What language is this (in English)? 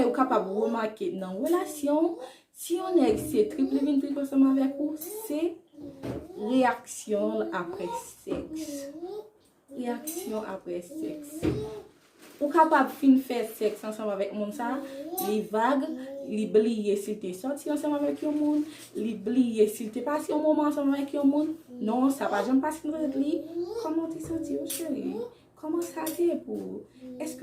Haitian Creole